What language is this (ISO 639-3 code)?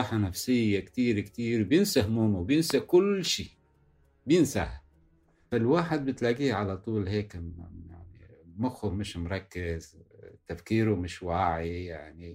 apc